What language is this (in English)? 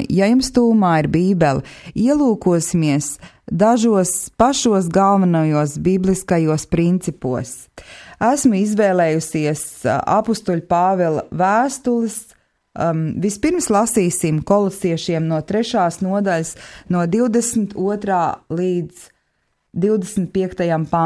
Latvian